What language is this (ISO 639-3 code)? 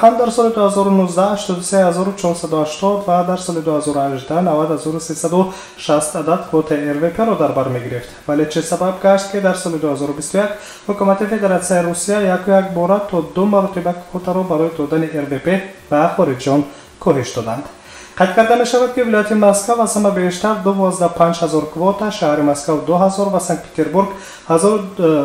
tgk